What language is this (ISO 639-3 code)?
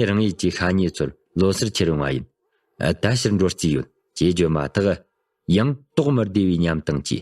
bod